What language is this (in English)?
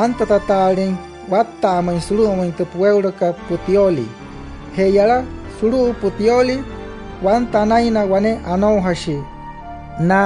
Wayuu